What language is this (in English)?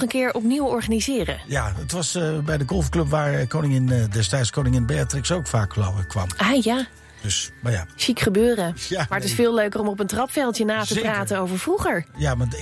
Dutch